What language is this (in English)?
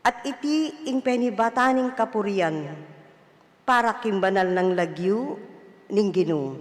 Pampanga